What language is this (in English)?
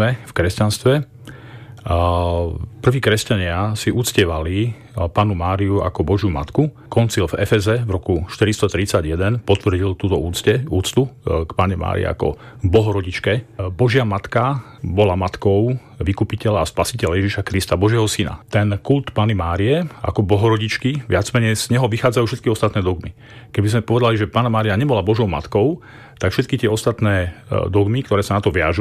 Slovak